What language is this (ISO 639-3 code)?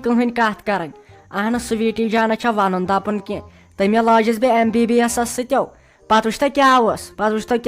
kas